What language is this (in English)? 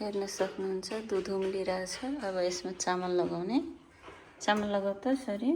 Nepali